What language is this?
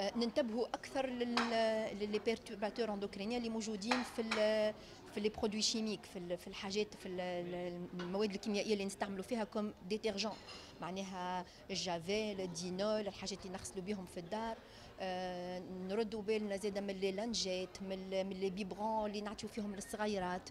Tunisian Arabic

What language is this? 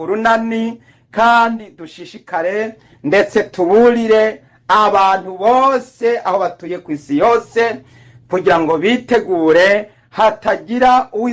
Rundi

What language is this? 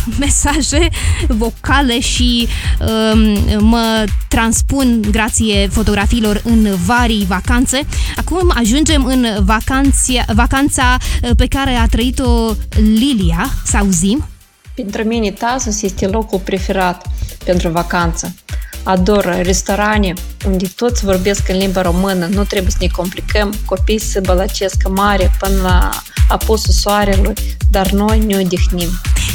Romanian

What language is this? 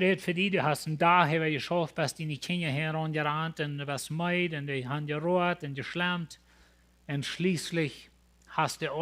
Plautdietsch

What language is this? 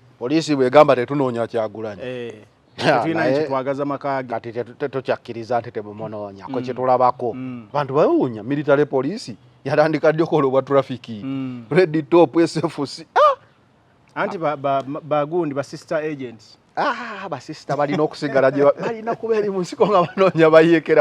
Ganda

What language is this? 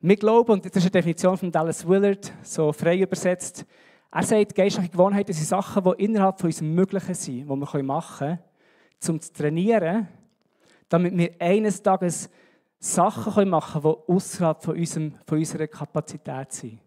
Swiss German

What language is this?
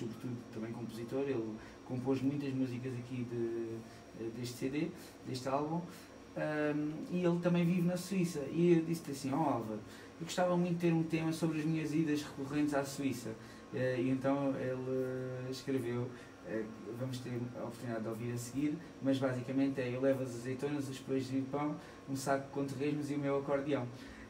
Portuguese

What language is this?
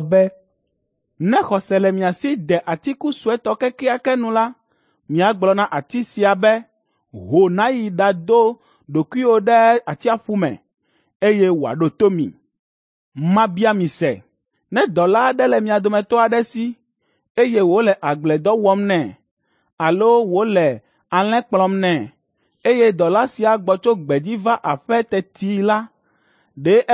Ewe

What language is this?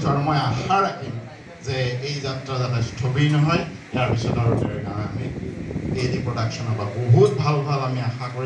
Assamese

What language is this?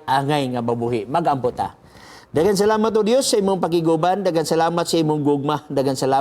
Cebuano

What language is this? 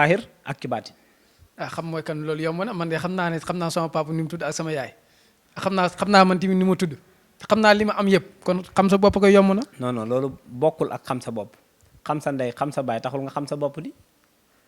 Wolof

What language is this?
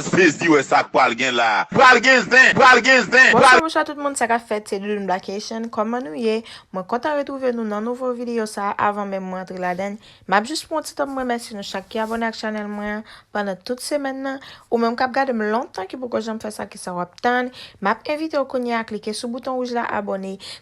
Haitian Creole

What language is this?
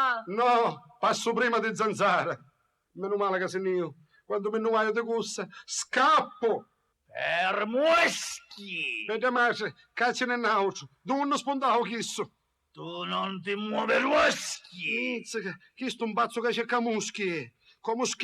Sicilian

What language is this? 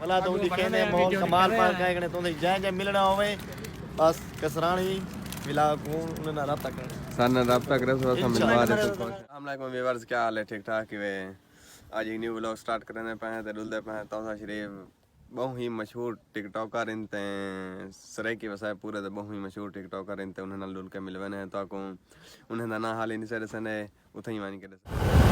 Saraiki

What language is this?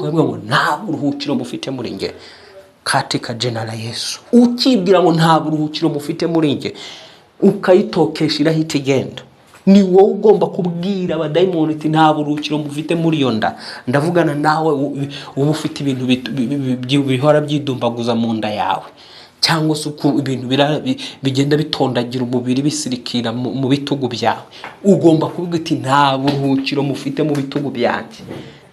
Kinyarwanda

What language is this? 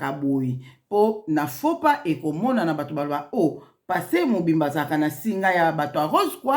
Lingala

